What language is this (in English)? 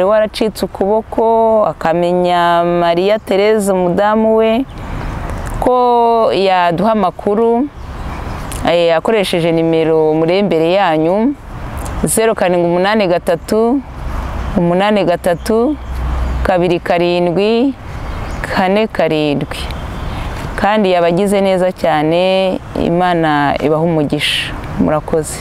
Kinyarwanda